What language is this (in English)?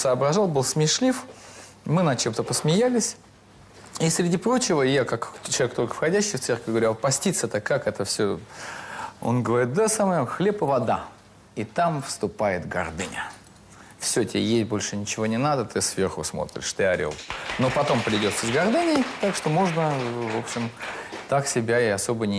Russian